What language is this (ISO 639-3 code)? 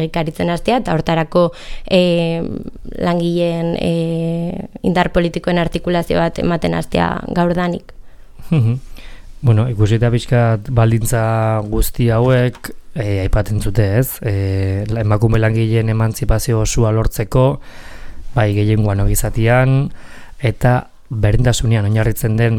eus